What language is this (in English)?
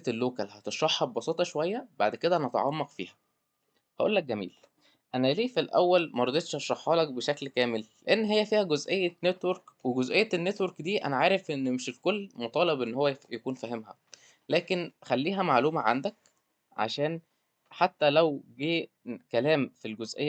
Egyptian Arabic